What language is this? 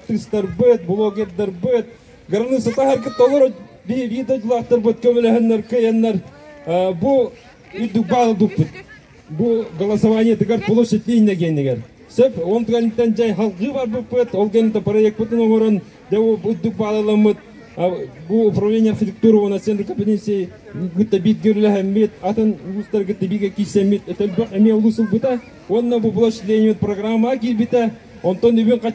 Yakut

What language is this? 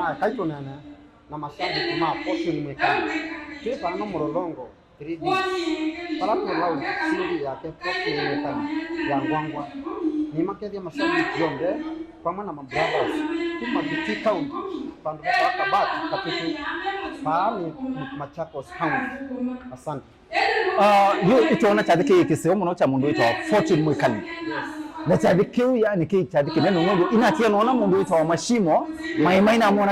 Kamba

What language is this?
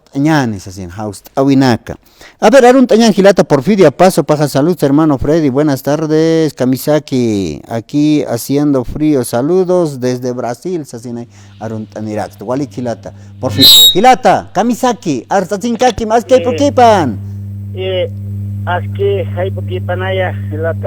Aymara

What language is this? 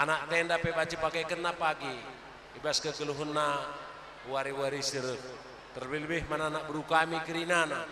Batak Karo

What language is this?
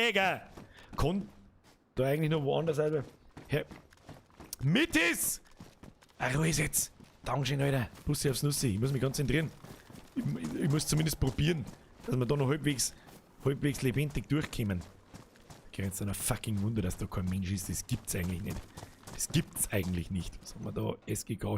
Bavarian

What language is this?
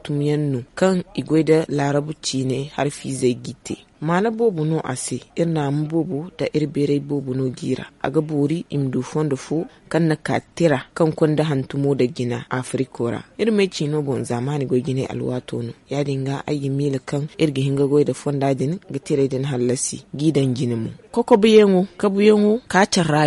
Zarma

